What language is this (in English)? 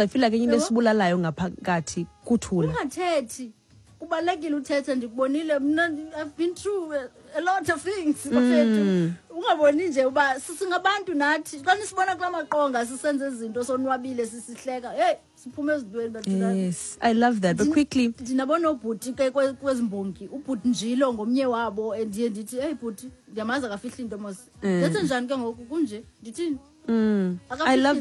Xhosa